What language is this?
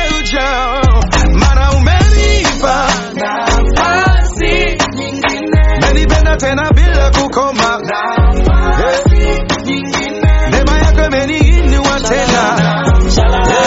Swahili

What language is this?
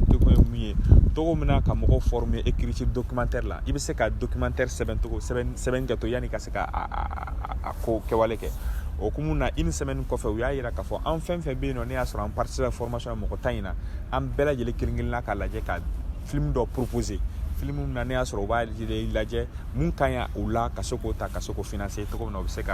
Bambara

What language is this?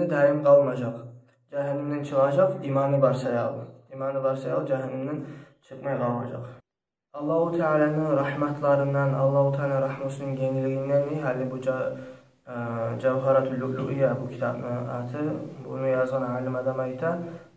Kumyk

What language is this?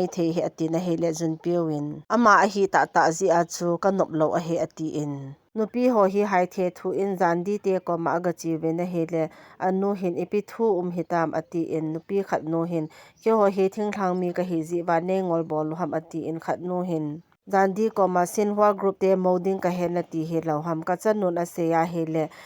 Thado Chin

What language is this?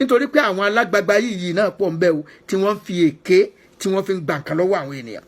Yoruba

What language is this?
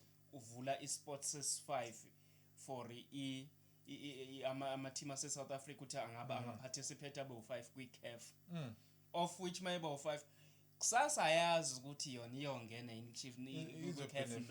Zulu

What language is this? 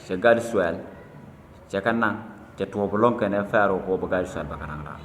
Nuer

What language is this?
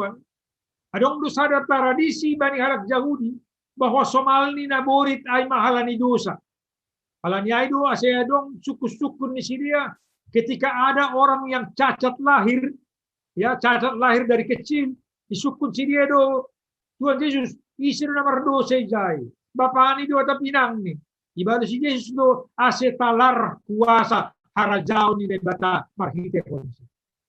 Batak Simalungun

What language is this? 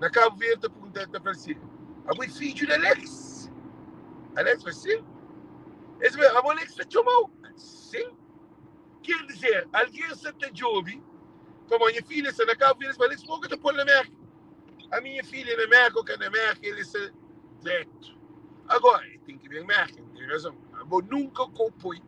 Kabuverdianu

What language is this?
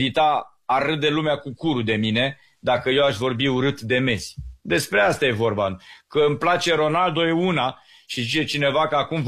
Romanian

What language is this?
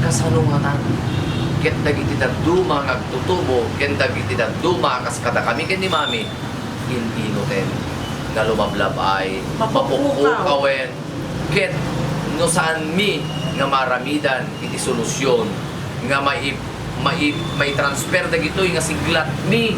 Iloko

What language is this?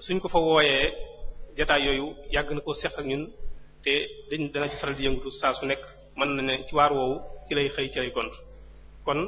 Wolof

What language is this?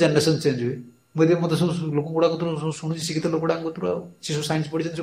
Odia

